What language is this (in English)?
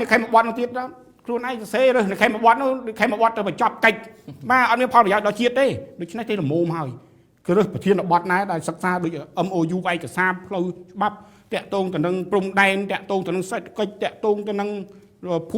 Khmer